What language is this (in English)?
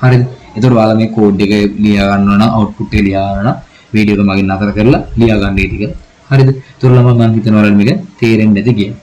Sinhala